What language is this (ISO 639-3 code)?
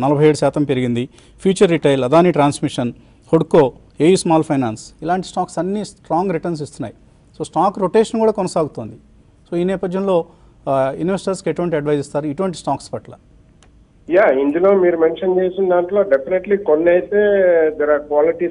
tel